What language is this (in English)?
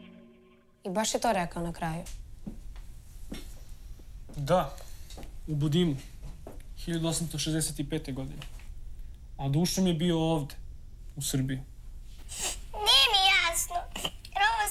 Serbian